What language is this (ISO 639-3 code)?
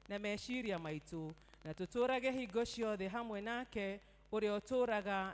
kik